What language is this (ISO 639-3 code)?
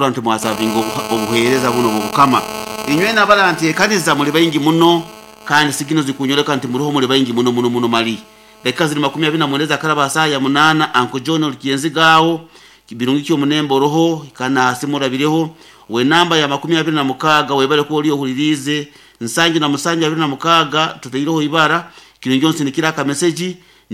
nyo